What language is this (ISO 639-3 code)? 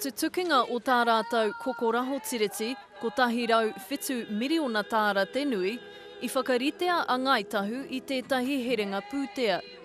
mri